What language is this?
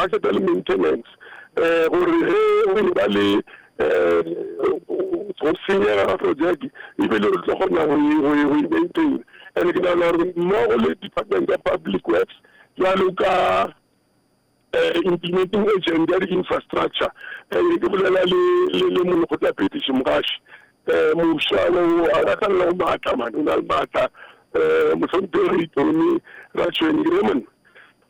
Northern Sotho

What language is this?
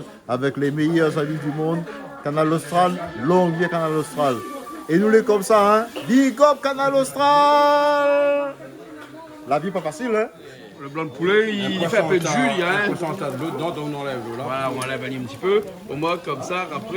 Réunion Creole French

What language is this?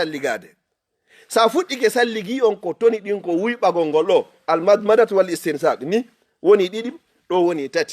Fula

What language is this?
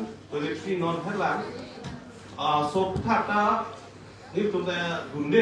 Karbi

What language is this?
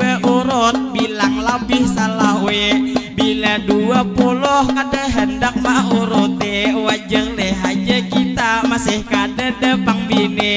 Banjar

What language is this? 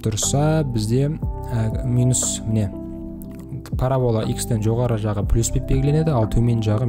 Kazakh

